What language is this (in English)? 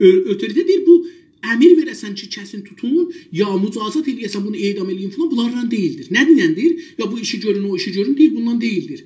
South Azerbaijani